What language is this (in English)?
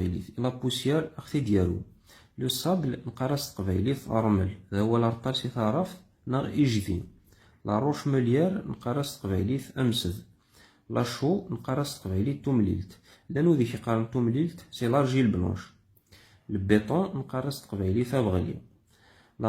Kabyle